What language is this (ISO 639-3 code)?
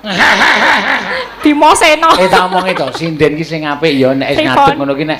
jav